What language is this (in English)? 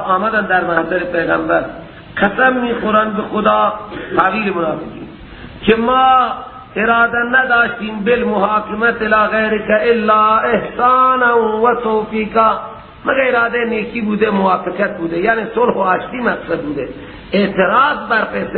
Persian